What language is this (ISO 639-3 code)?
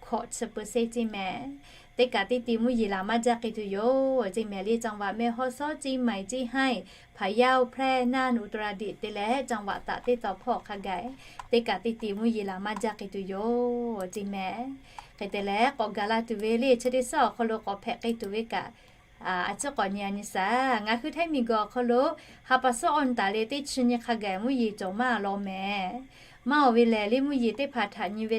lhu